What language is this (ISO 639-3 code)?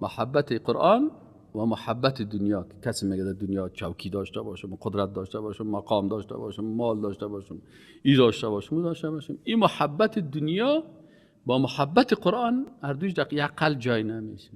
fas